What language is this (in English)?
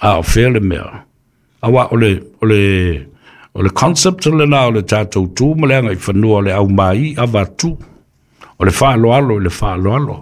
Samoan